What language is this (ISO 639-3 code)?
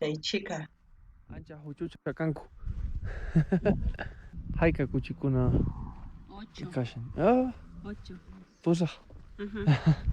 quh